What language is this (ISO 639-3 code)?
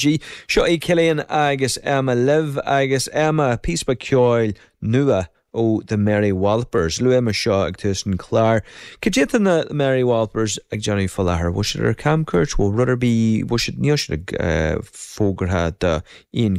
gle